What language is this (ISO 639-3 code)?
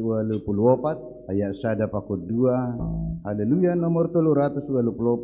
bts